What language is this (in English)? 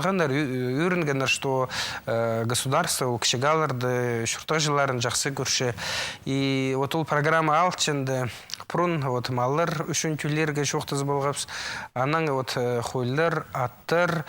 Khakas